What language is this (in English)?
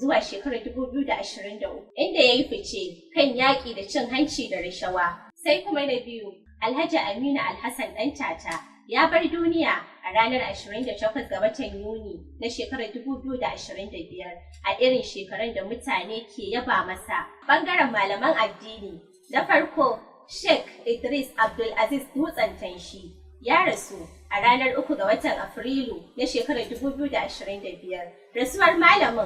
Hausa